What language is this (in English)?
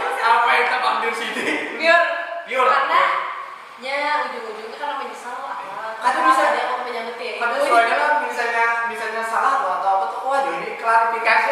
Banjar